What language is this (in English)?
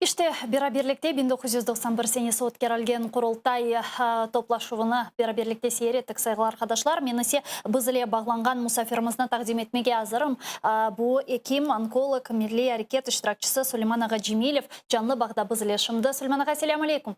Crimean Tatar